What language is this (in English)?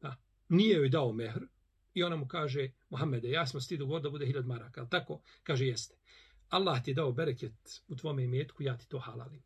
Bosnian